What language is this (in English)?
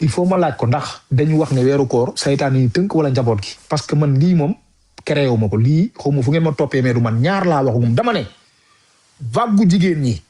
Wolof